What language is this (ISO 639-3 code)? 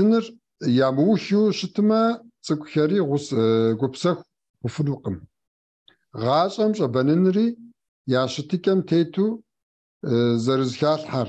kbd